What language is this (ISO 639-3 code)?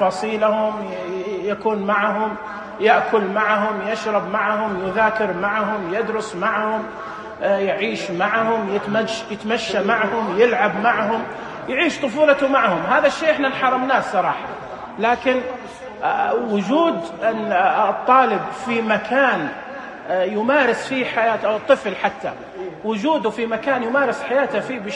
ars